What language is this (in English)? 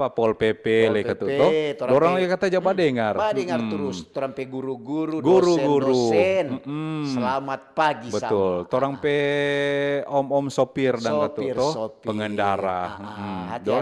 Manado Malay